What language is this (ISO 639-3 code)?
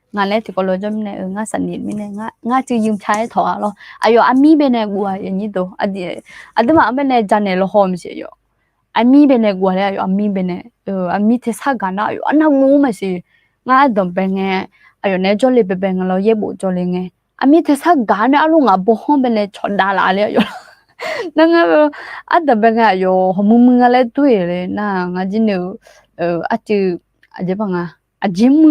ahk